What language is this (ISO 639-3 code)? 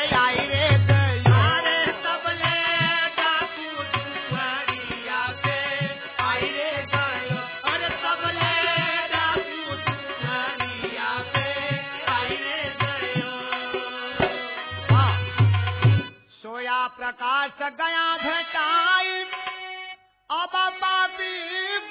bho